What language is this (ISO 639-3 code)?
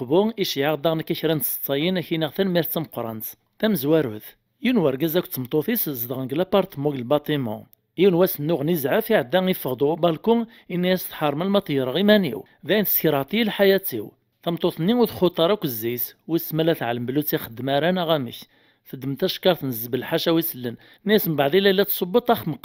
kab